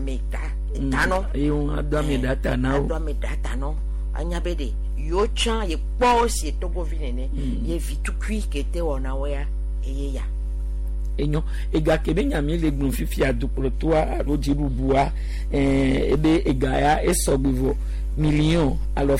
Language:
Gen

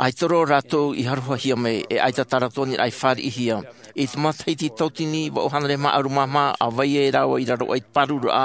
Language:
Tahitian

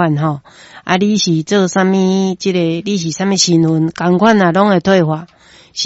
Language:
Min Nan Chinese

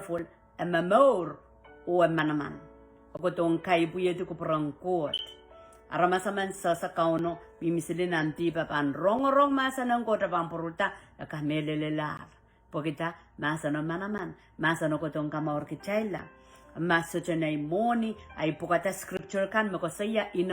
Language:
Pohnpeian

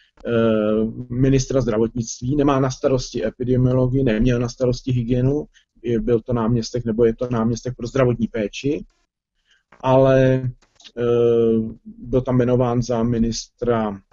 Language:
Czech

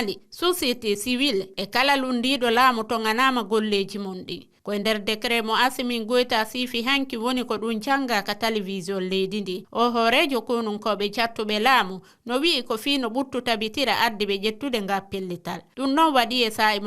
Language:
Fula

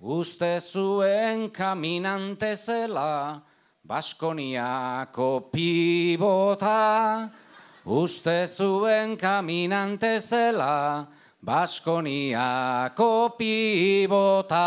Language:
Basque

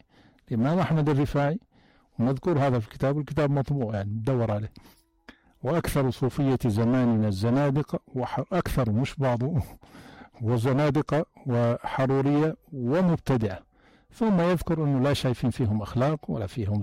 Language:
North Levantine Arabic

